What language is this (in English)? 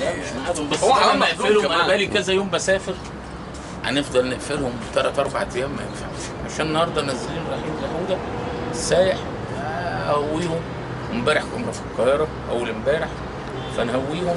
Egyptian Arabic